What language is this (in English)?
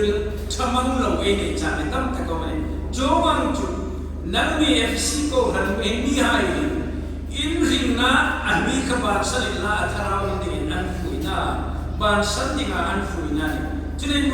Hmar